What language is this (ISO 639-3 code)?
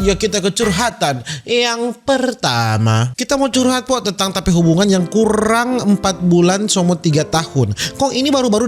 xmm